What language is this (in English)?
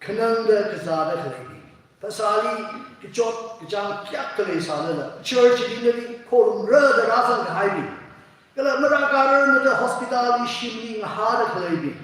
Tangkhul Naga (India)